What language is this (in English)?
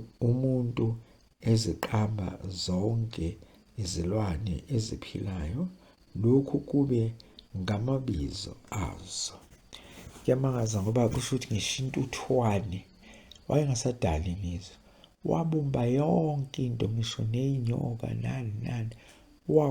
Zulu